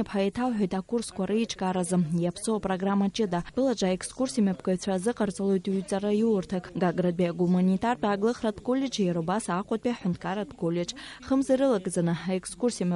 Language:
Abkhazian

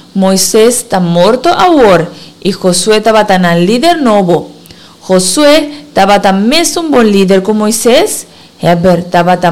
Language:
Papiamento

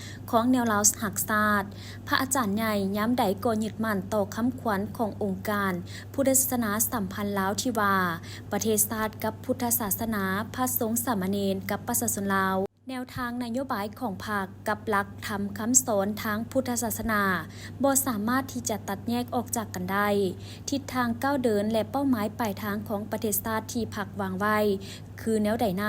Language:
Lao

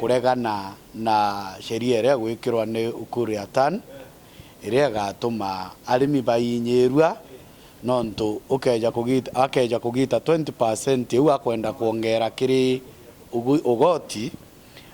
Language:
Meru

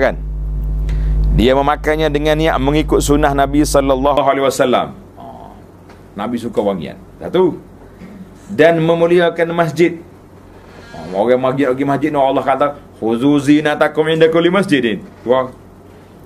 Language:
Malay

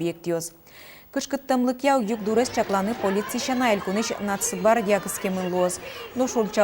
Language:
Udmurt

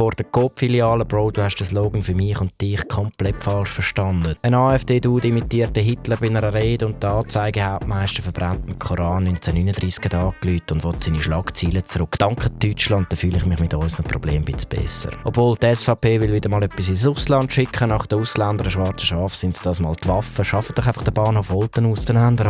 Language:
Swiss German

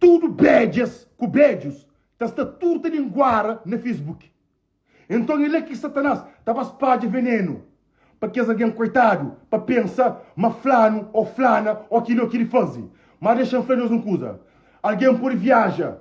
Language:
Kabuverdianu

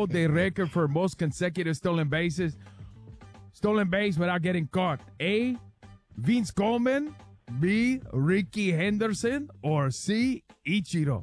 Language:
English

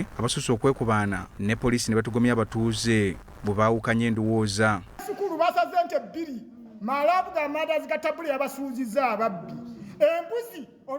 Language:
Ganda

